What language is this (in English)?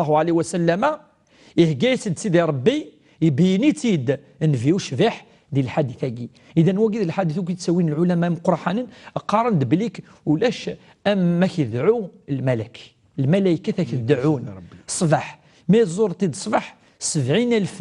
Kabyle